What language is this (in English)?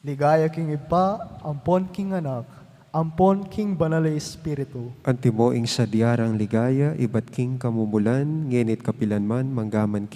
Pampanga